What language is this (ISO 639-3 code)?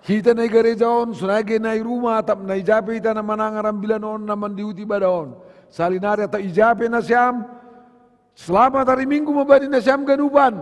bts